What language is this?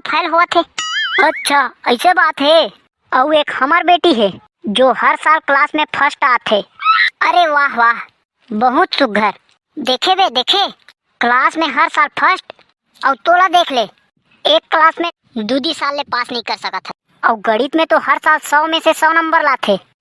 Chhattisgarhi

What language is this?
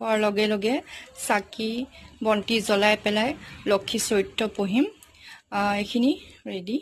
Assamese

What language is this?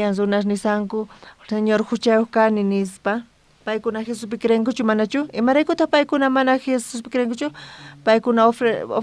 South Bolivian Quechua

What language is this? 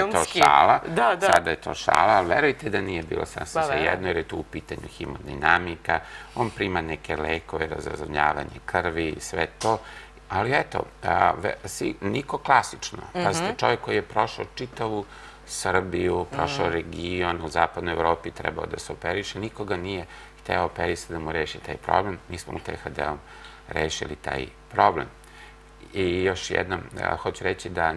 Serbian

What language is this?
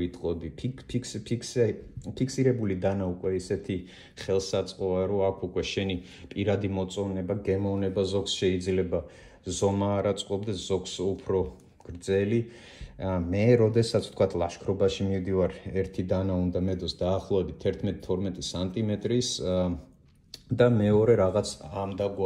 Georgian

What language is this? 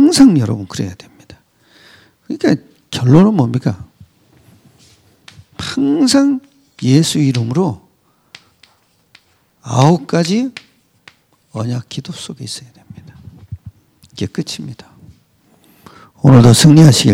Korean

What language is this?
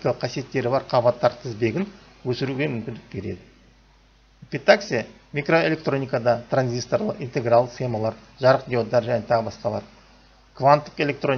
Kazakh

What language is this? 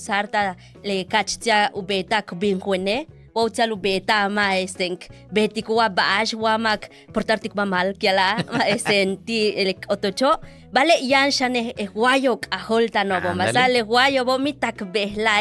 Yucateco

